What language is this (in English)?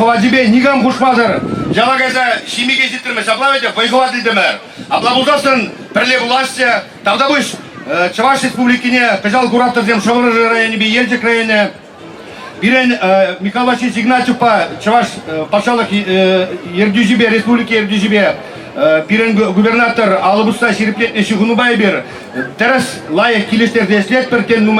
Chuvash